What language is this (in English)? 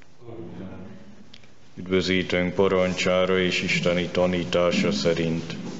Hungarian